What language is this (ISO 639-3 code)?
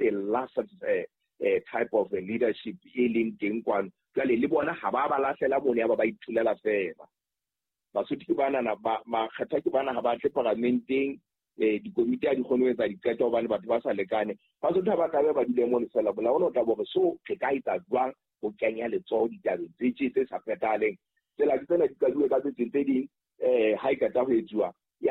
sot